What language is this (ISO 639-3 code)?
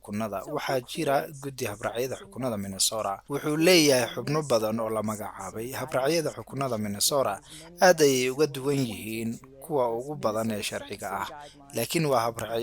som